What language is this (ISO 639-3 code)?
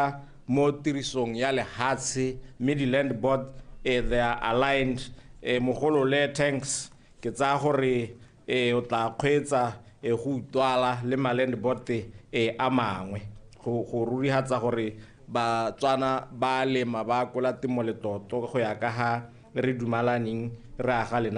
tsn